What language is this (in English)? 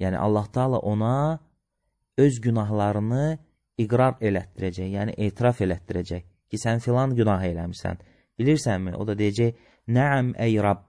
Azerbaijani